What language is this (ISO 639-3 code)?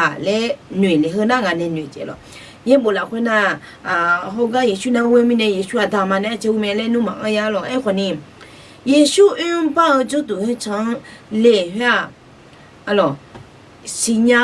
ahk